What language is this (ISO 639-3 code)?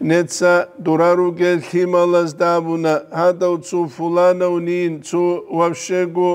ava